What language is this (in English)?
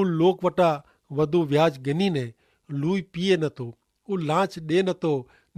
Kachhi